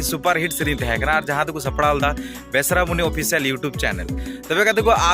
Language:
Santali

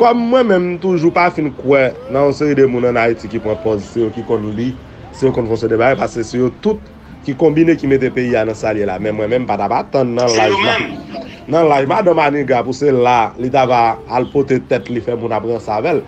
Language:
Haitian Creole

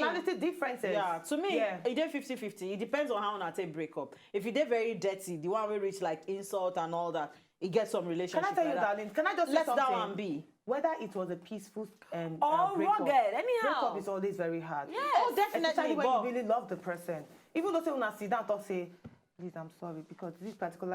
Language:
Nigerian Pidgin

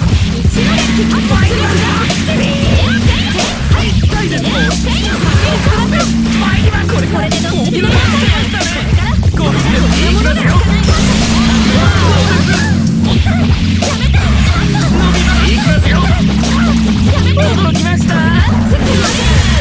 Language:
Japanese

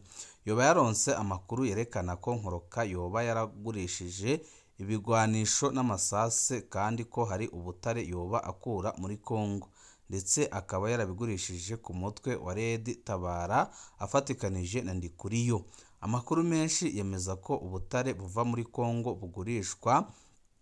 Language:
Rundi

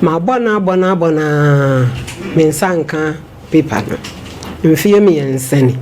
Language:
Akan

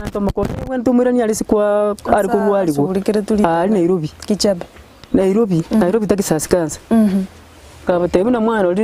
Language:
Gusii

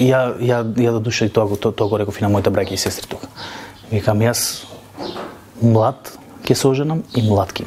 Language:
Macedonian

